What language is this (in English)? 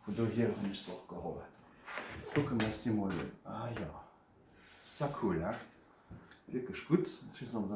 Luxembourgish